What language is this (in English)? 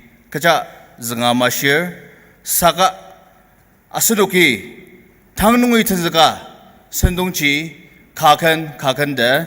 Ao Naga